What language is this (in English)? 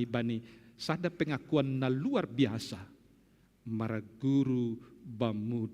Batak Simalungun